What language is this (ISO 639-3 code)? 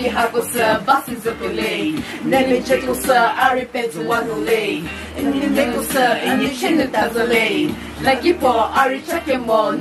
nri